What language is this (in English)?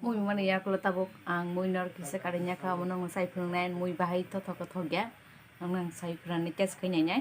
Kok Borok